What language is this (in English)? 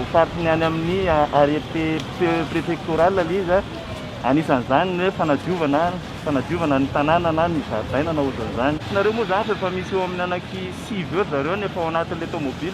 Malagasy